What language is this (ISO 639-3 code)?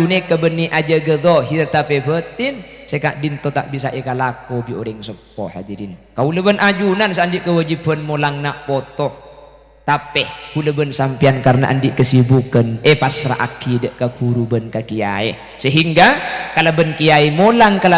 mad